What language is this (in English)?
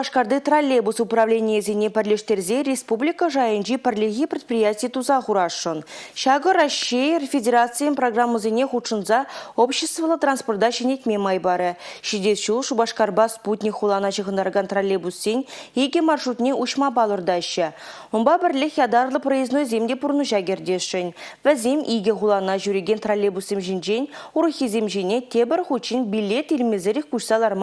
Chuvash